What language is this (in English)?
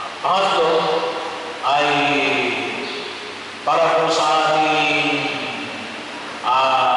Filipino